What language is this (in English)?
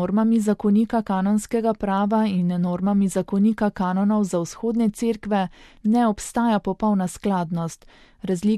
Slovenian